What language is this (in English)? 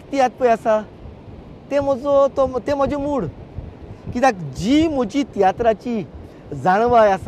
Konkani